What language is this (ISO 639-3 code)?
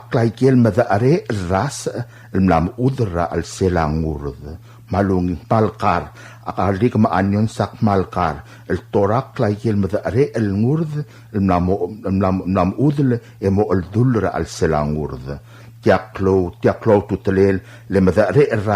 pau